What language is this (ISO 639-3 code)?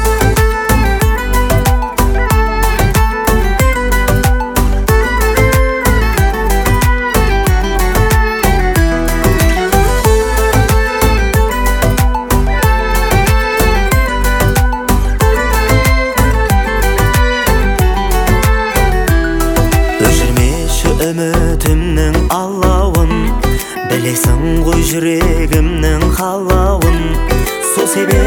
kaz